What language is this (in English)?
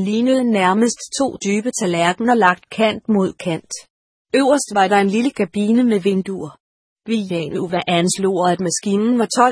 Danish